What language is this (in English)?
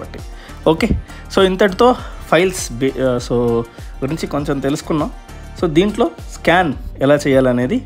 Telugu